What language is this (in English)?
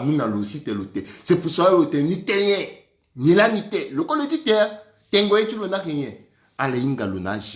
Sango